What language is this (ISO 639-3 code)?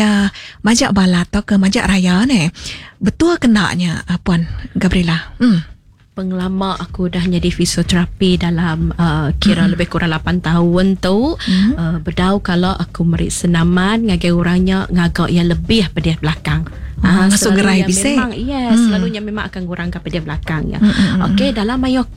iba